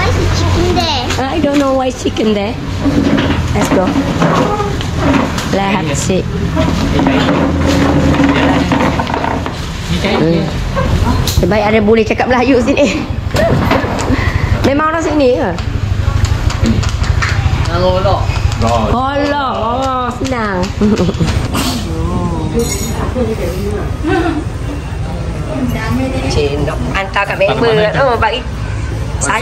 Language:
Malay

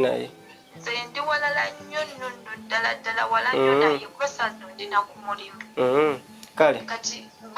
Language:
Ganda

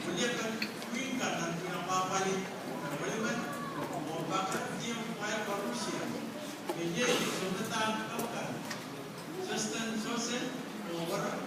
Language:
Pohnpeian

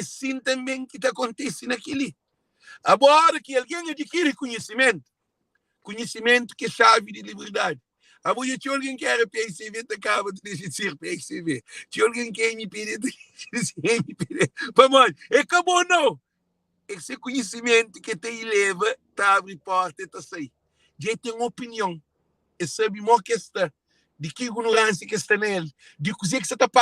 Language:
Kabuverdianu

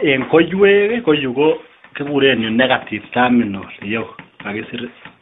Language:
Kalenjin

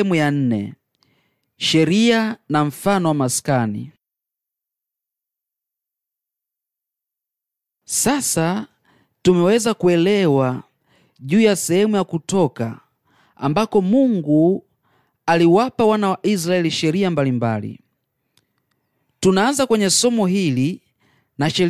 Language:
Swahili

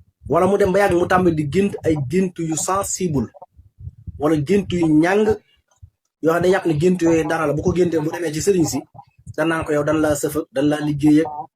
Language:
Wolof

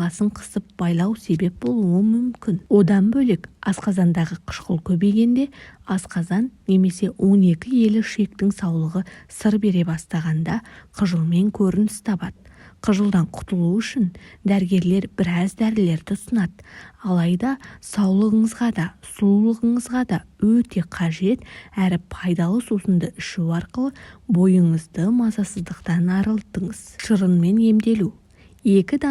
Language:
Kazakh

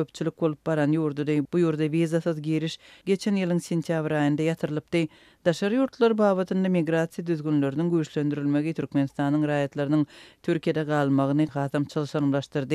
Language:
Turkmen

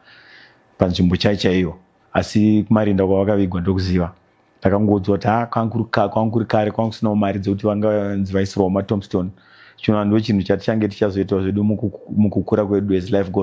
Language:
Shona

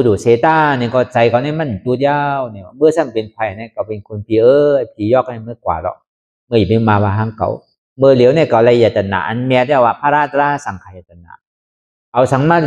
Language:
Shan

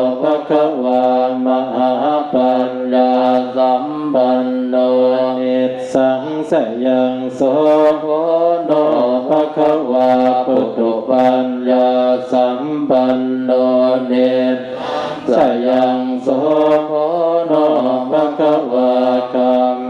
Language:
Pali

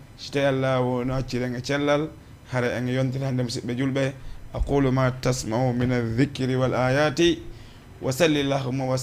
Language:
Fula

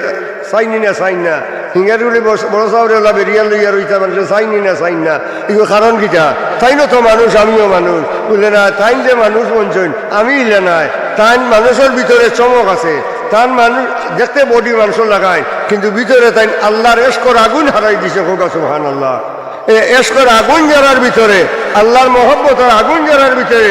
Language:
Sylheti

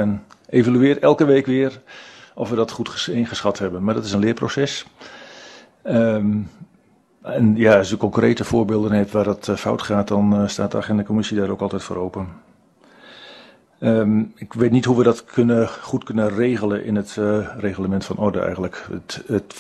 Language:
Dutch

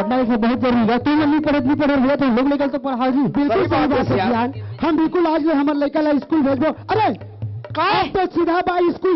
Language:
Chhattisgarhi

